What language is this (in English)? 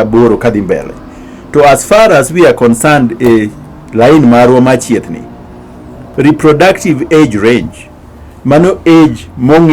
Luo (Kenya and Tanzania)